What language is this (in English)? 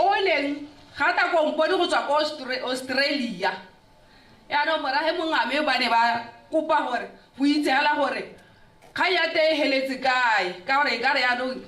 Tswana